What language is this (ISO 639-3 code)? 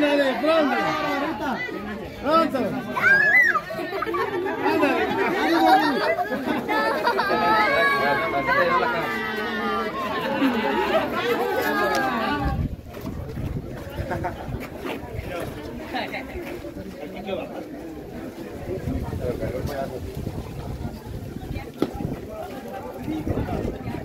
spa